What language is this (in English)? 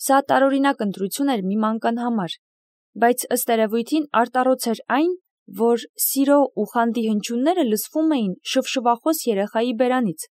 Armenian